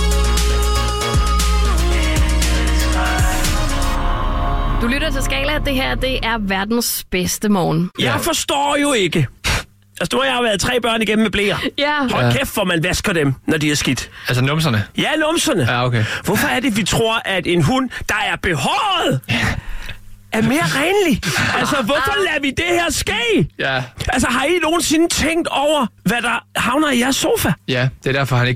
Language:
Danish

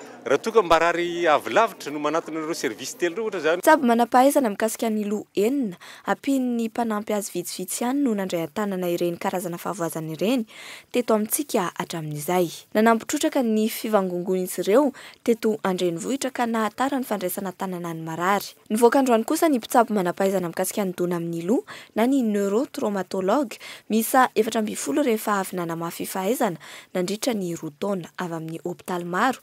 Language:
Malagasy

